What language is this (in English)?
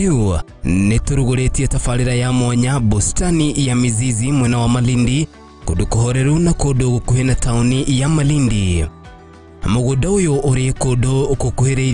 Kikuyu